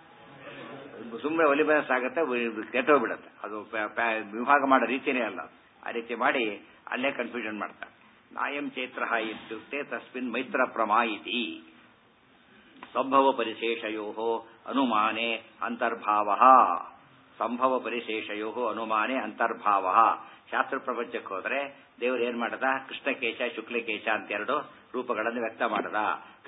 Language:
Kannada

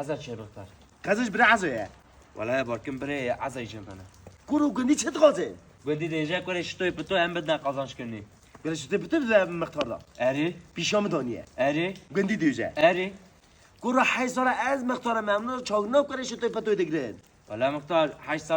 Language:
Kurdish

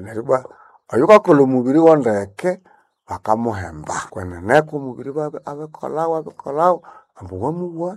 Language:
Nande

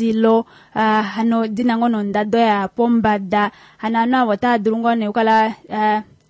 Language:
Kuanyama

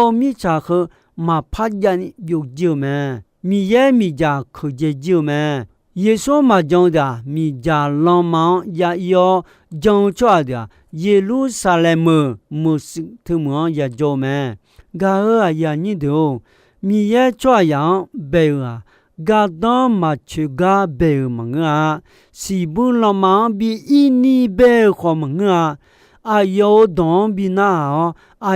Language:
Akha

